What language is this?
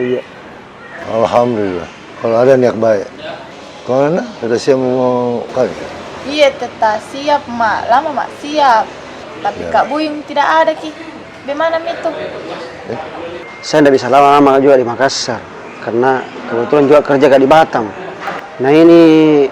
Makassar Malay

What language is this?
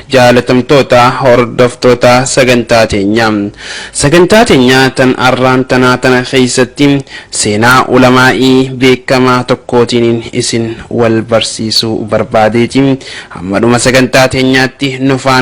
Oromo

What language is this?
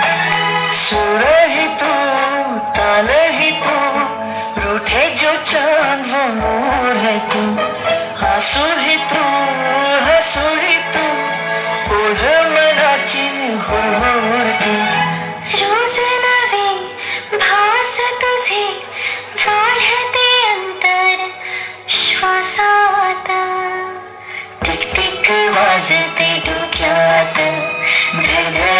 Marathi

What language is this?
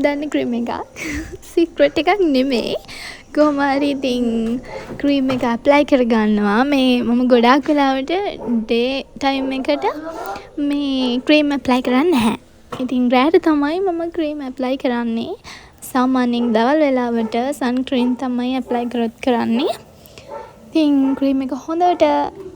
Sinhala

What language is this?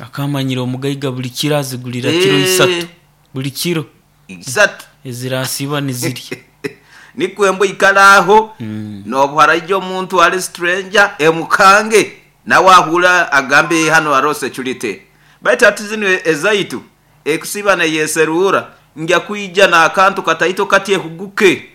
Nyoro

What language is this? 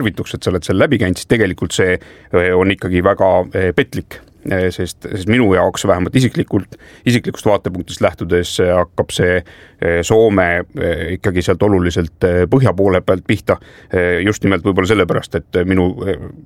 Estonian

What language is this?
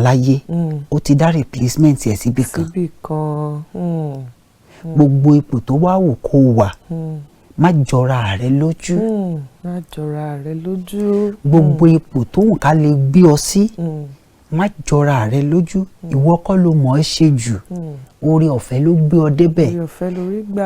Yoruba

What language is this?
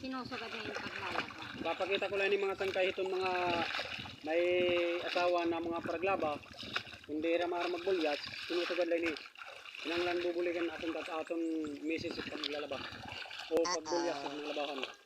Waray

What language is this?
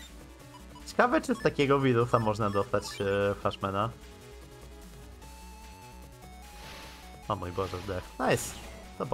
Polish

